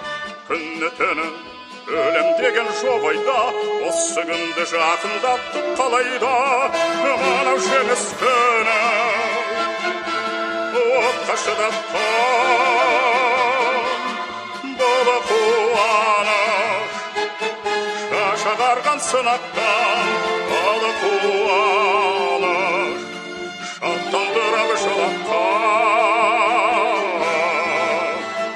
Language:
Kazakh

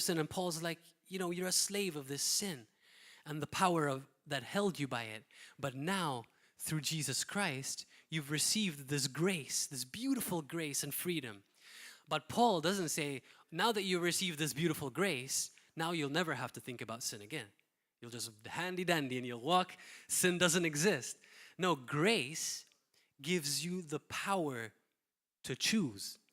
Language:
English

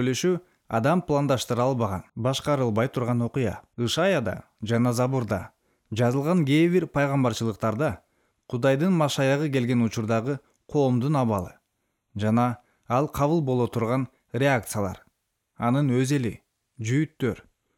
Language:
Kyrgyz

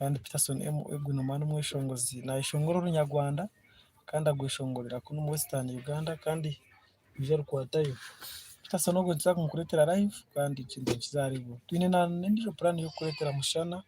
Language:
Nyankole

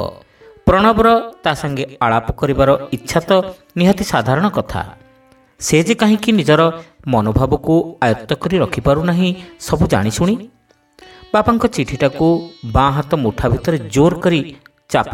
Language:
Odia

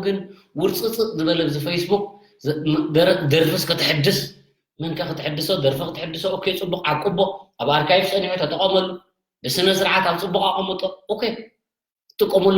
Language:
Tigrinya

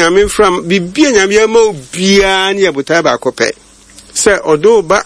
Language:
Akan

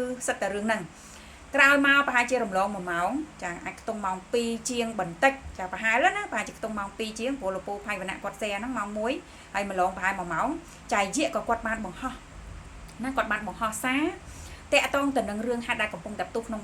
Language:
Khmer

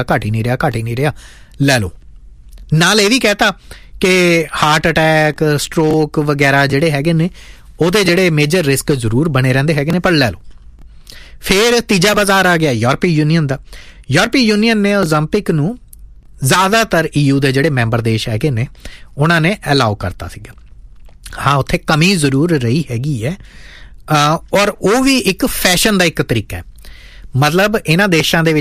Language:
Punjabi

